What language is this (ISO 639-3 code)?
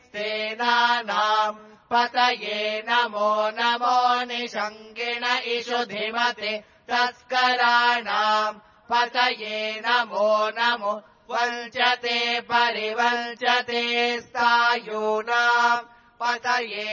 san